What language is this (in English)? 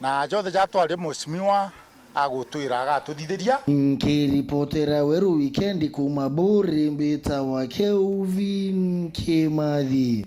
Meru